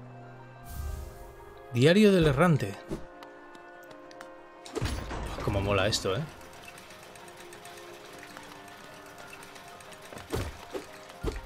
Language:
Spanish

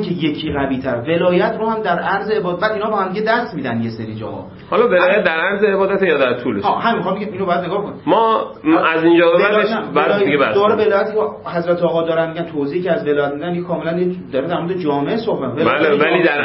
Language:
Persian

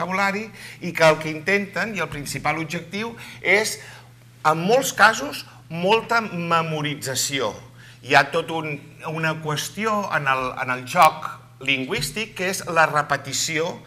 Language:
Catalan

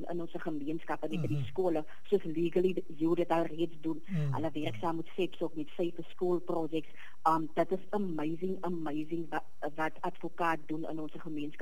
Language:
Afrikaans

